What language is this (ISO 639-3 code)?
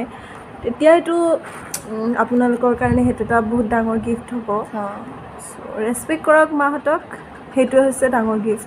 asm